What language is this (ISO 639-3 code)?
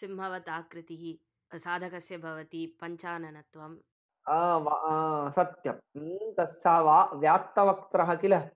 san